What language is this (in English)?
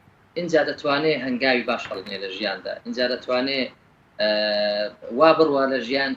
Central Kurdish